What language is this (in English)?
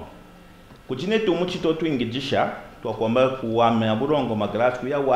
Kaonde